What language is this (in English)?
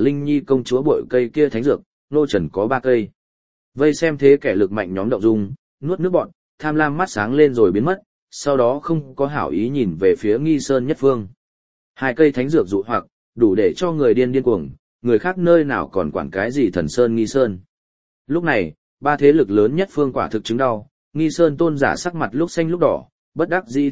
Vietnamese